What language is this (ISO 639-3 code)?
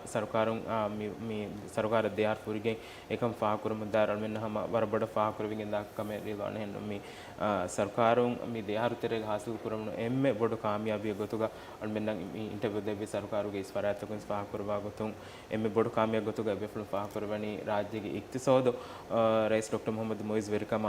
div